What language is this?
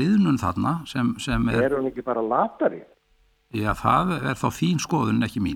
Icelandic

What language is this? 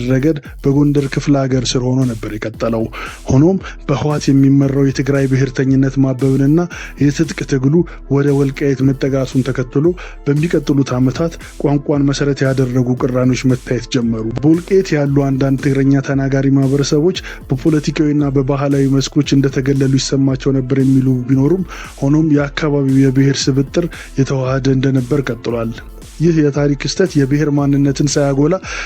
Amharic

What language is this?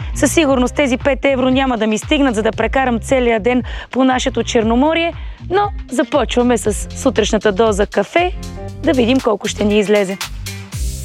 Bulgarian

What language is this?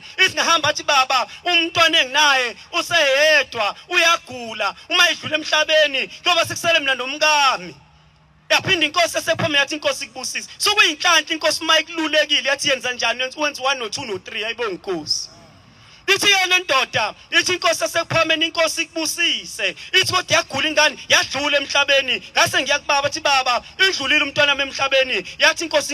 Zulu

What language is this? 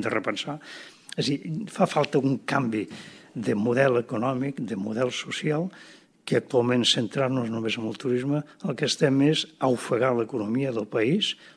Catalan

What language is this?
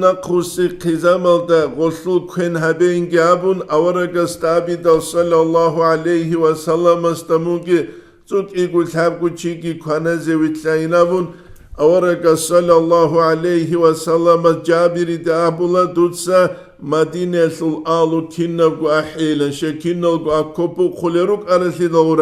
Avaric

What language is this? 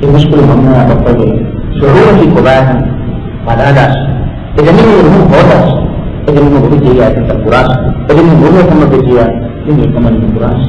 Divehi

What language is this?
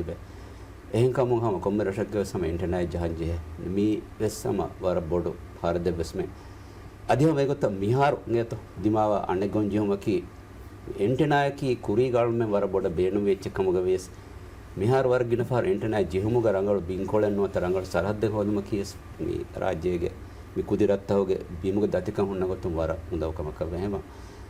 Divehi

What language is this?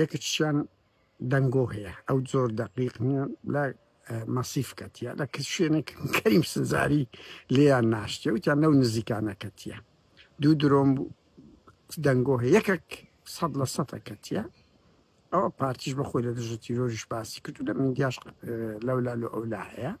Central Kurdish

